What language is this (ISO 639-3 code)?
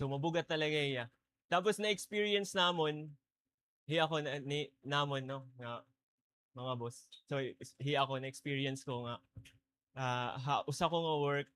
war